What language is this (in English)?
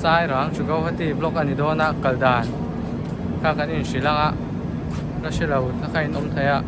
Mizo